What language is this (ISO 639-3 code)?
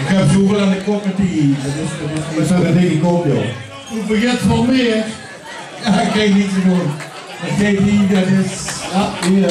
lim